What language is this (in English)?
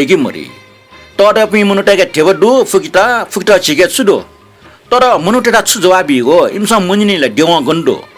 Newari